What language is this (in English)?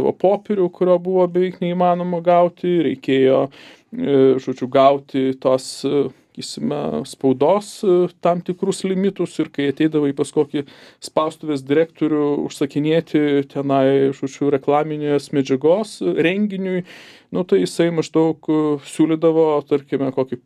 Lithuanian